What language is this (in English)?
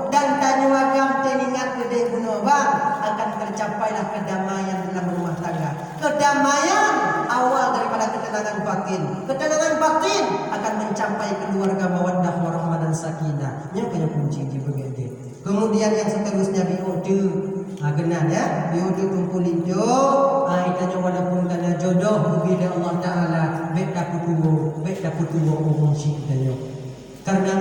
Achinese